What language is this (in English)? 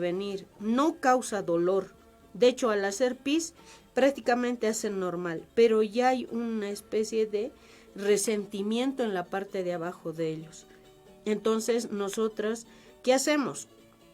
Aymara